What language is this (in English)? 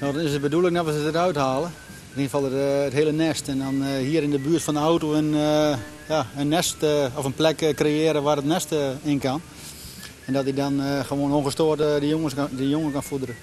Western Frisian